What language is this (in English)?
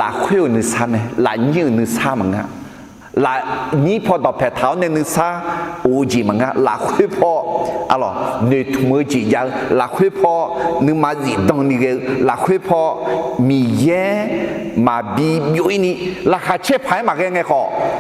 Akha